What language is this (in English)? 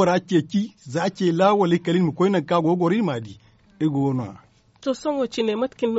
Zarma